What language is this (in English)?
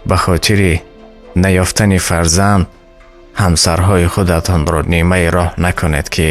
Tajik